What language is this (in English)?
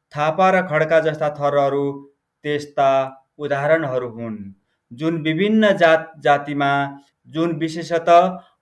Nepali